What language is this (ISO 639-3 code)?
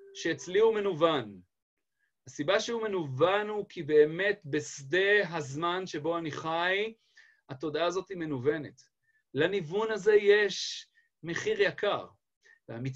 heb